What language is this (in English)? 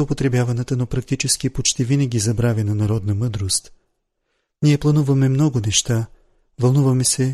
Bulgarian